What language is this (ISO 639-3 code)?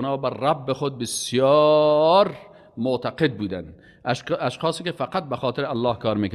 fas